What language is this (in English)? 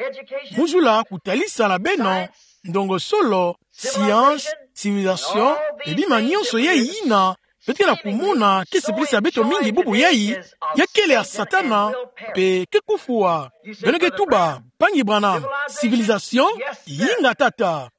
Kituba (Democratic Republic of Congo)